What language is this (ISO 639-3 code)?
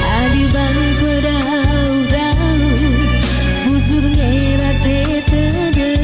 btx